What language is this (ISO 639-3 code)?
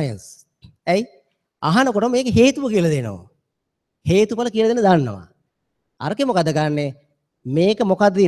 sin